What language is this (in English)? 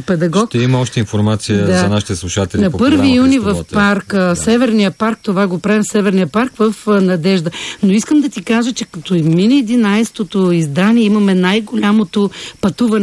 Bulgarian